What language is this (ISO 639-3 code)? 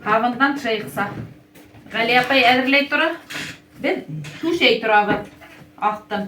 bak